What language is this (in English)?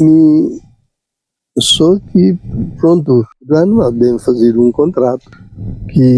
Kabuverdianu